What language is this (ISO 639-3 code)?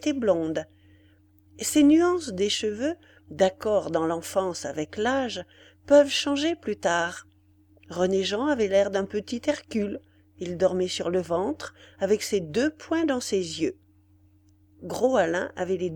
fra